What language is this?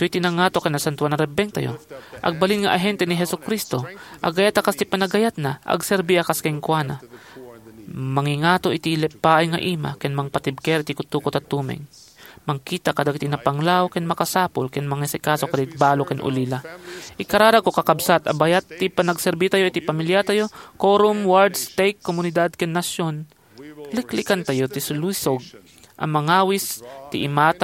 Iloko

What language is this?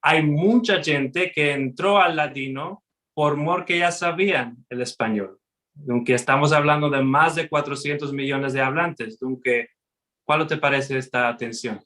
Ladino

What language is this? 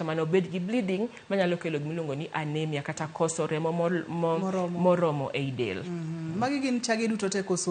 Luo (Kenya and Tanzania)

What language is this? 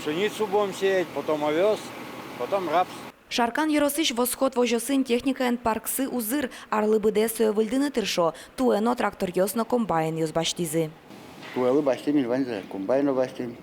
Udmurt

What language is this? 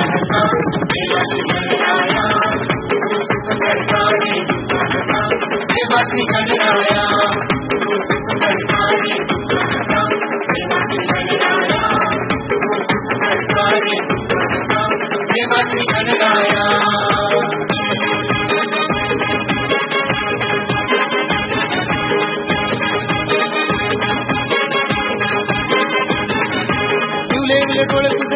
Marathi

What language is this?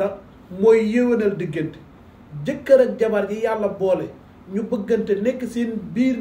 Wolof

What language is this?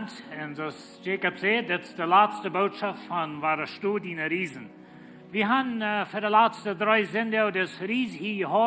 Plautdietsch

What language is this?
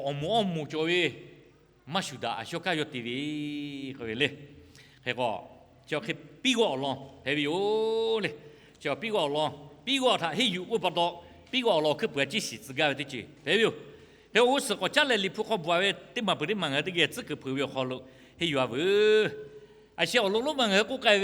Lahu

